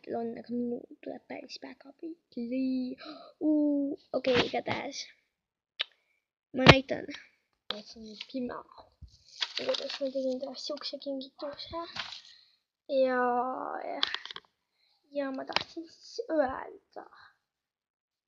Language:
Estonian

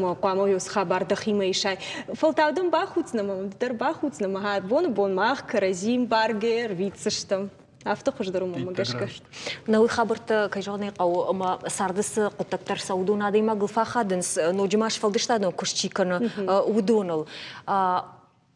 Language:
Ossetic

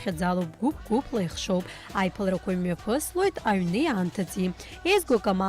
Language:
Abkhazian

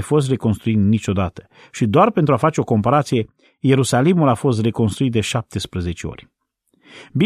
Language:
Romanian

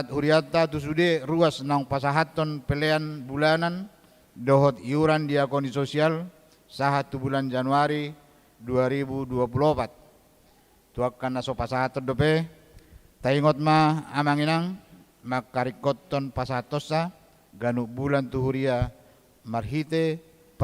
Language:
Batak Toba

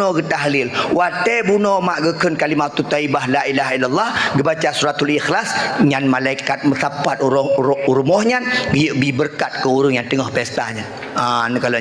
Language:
Achinese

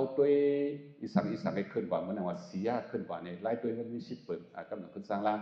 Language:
Shan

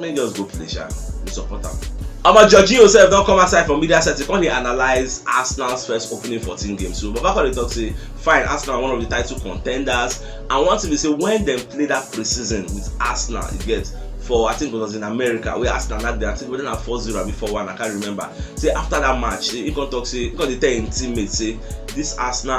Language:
Nigerian Pidgin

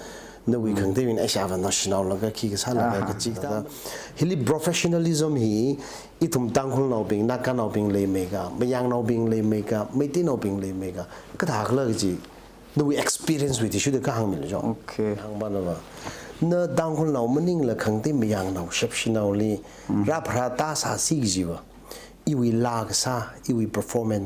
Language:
Tangkhul Naga (India)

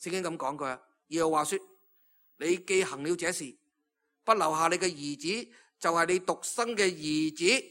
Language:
Cantonese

